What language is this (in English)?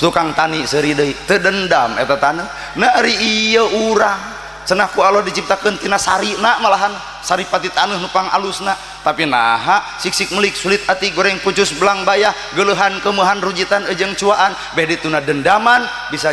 Sundanese